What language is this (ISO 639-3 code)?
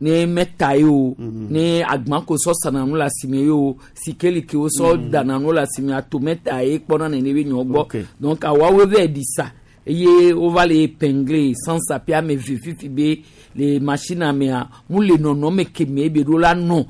gej